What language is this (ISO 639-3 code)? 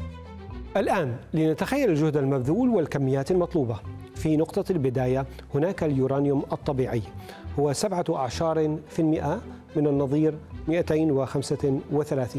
ara